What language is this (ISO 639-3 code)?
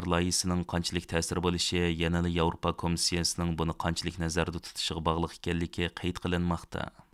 uig